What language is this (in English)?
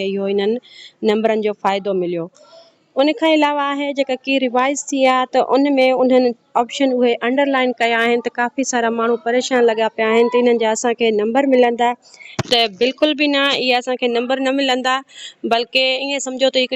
Sindhi